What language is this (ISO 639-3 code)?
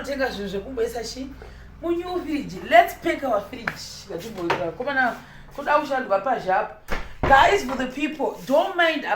sna